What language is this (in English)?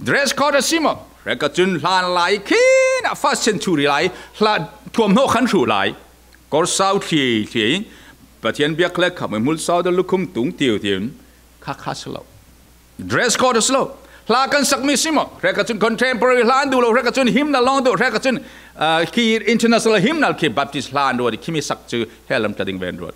Falam Chin